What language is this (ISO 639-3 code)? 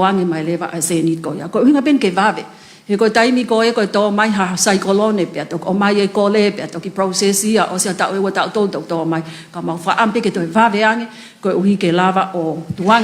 ton